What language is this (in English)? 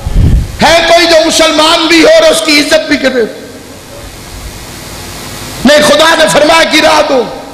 Urdu